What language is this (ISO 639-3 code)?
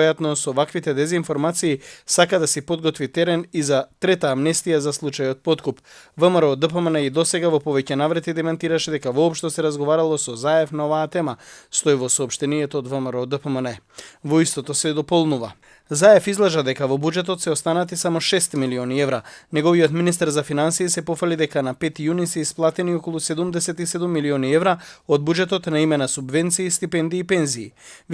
mkd